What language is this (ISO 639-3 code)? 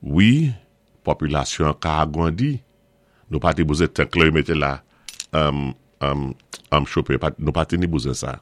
acf